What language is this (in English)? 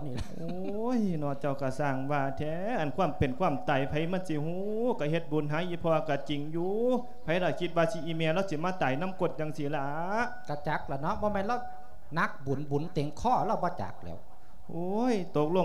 Lao